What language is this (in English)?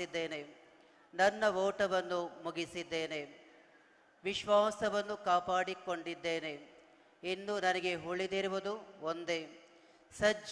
Kannada